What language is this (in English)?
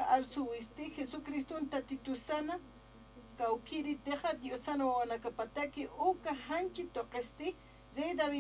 Aymara